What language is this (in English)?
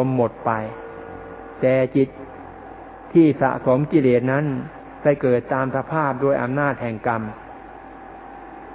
Thai